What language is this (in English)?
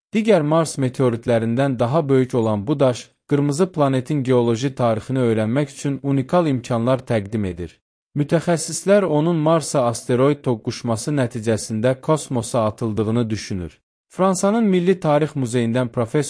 Azerbaijani